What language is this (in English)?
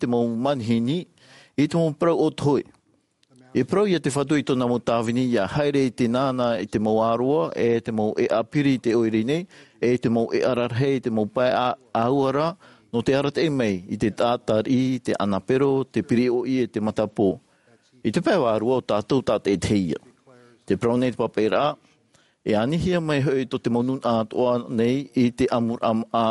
Tahitian